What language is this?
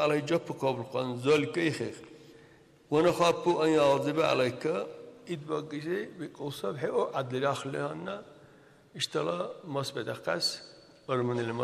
Dargwa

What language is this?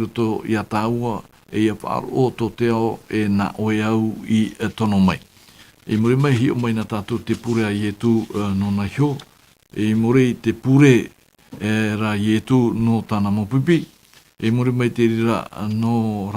Tahitian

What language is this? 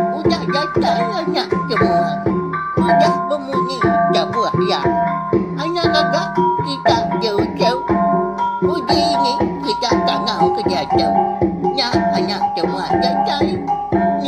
Iban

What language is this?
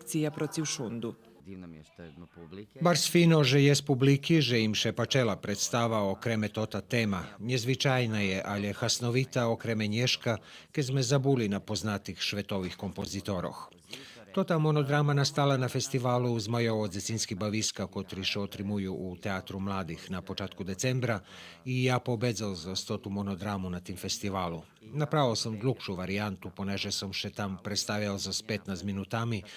Rusyn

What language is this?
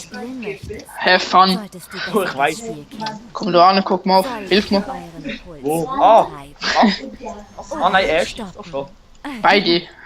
Swiss German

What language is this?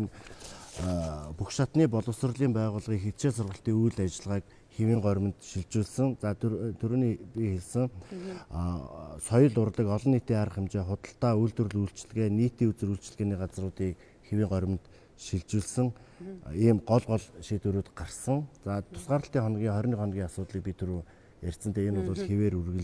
Mongolian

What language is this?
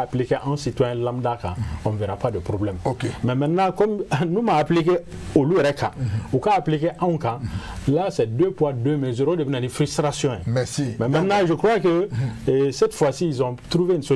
Bambara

